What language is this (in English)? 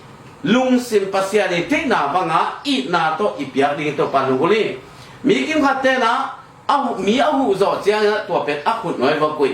Tedim Chin